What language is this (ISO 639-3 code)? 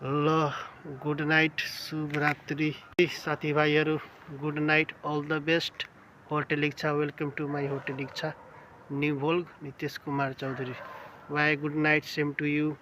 nep